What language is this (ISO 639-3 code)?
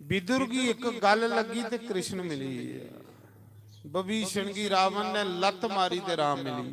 doi